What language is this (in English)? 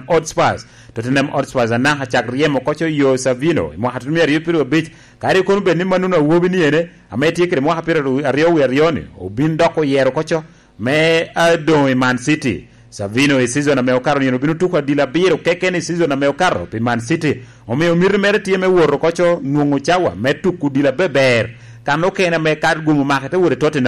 Lango (Uganda)